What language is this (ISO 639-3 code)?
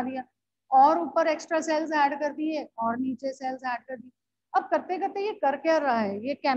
hin